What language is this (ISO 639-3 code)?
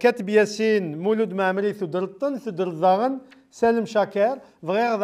kab